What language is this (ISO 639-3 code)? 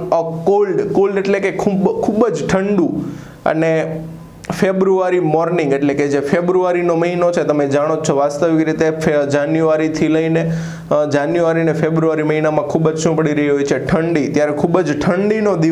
guj